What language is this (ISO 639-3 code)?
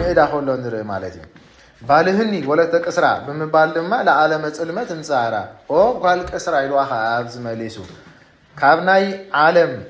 tir